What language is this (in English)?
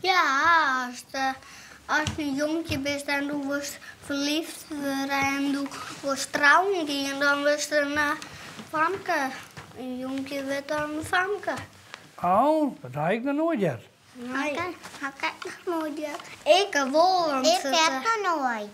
Western Frisian